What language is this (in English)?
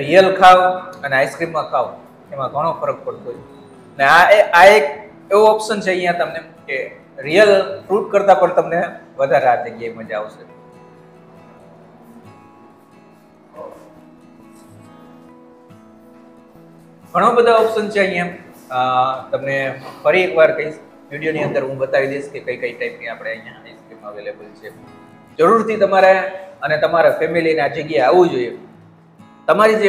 Gujarati